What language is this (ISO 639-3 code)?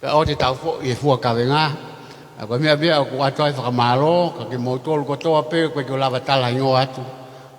ton